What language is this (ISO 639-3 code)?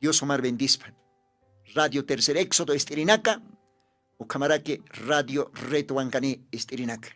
aym